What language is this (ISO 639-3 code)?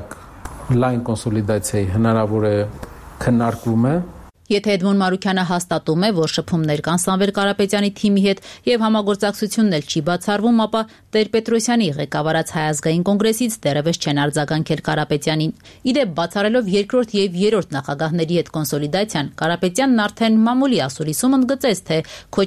hye